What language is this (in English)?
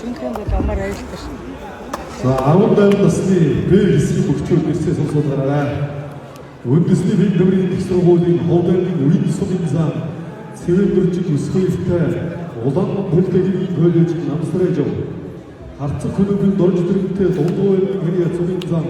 Mongolian